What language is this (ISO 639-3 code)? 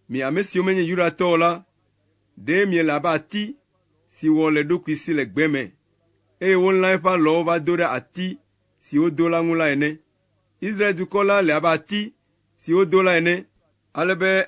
ewe